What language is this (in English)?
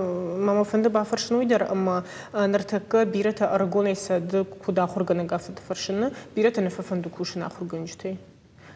Ossetic